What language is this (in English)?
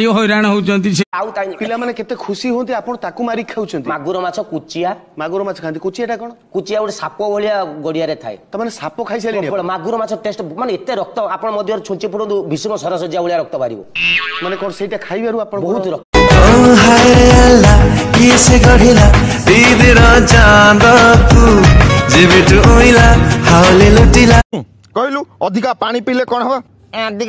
Odia